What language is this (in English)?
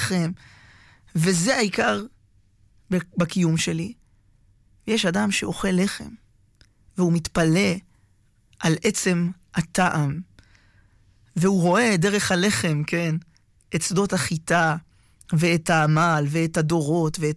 Hebrew